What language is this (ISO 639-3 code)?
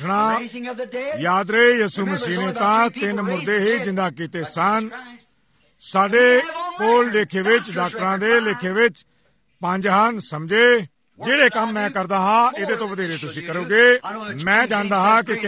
pan